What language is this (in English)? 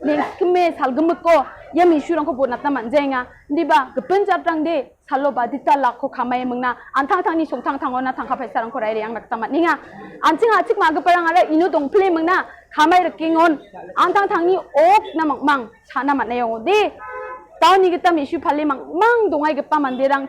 Garo